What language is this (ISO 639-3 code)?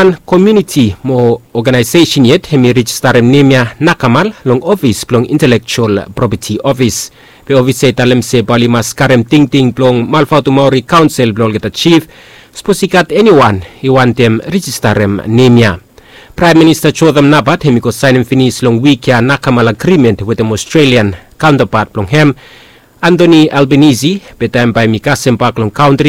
bis